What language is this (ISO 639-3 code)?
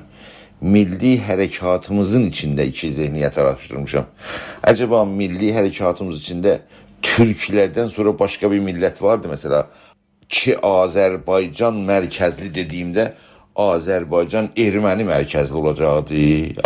azb